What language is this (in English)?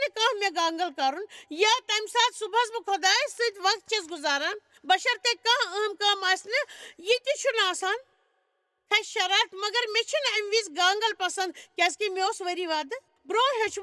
Kashmiri